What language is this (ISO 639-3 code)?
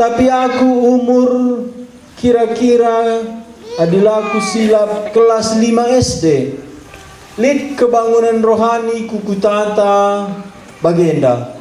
btx